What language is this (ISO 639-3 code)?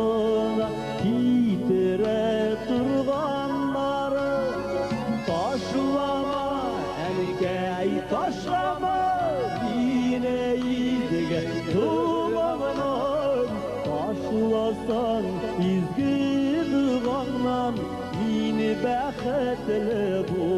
bak